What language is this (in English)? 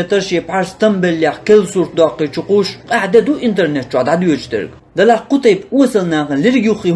Chechen